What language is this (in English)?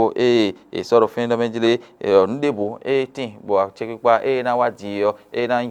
Fon